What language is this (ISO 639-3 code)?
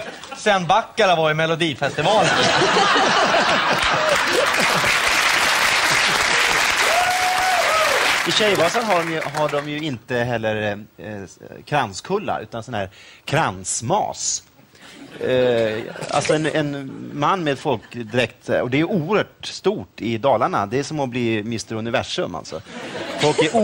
swe